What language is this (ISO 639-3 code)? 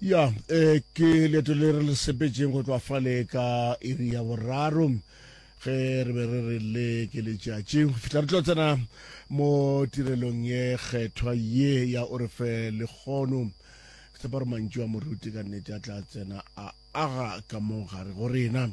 nso